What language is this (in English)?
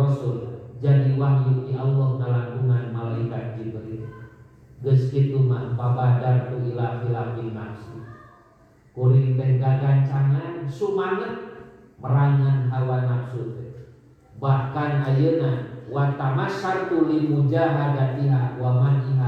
Sundanese